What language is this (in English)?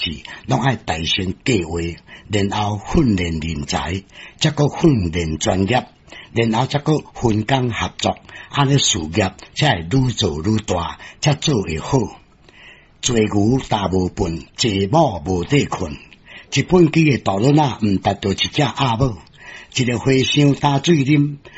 Min Nan Chinese